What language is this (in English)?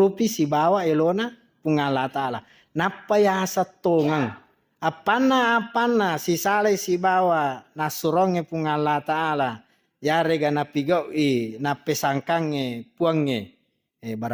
Buginese